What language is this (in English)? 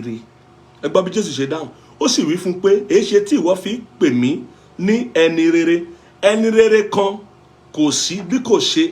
Yoruba